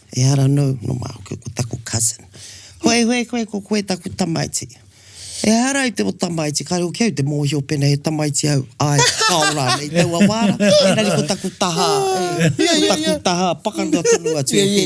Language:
Māori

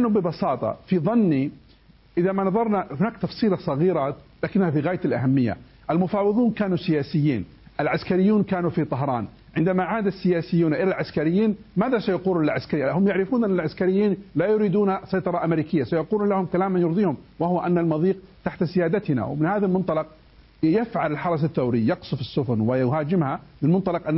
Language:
Arabic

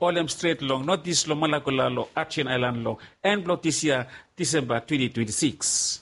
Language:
Bislama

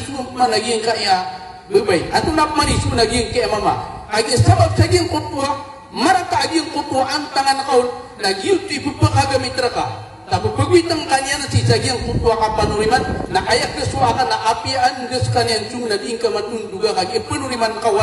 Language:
Maranao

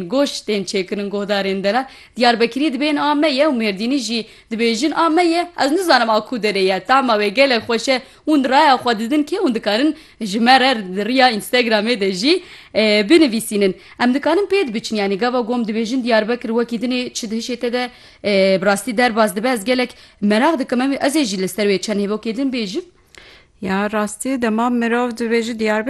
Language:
Kurdish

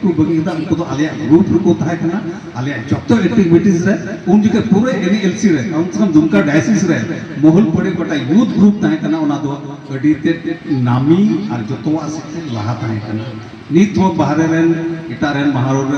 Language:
Santali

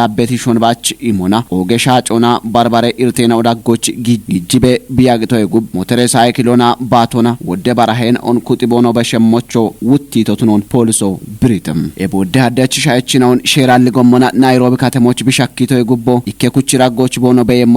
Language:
Kafa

